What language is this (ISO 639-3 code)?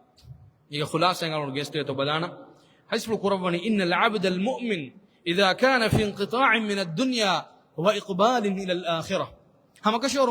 div